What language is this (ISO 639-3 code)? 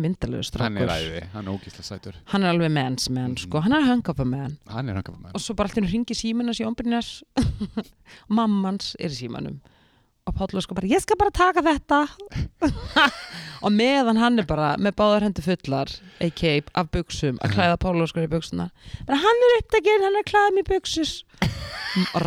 isl